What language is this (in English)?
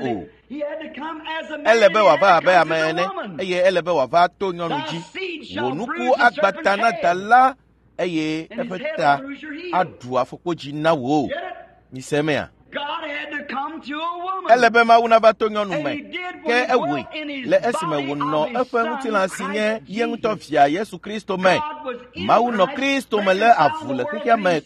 Ewe